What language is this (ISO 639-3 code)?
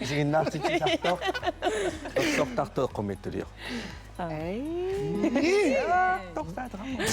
kal